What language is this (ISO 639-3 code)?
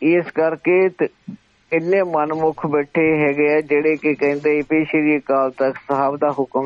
pan